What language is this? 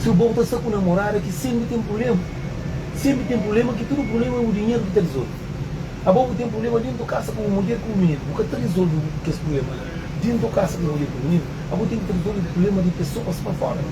Kabuverdianu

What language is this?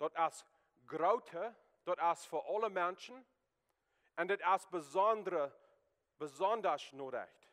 Plautdietsch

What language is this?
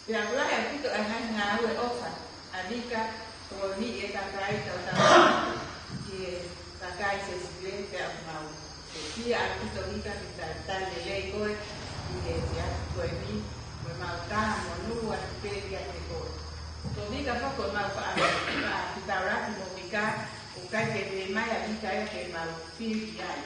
Tongan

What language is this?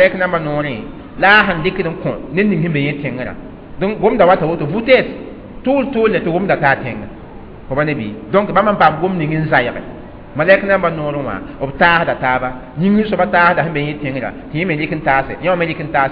Mossi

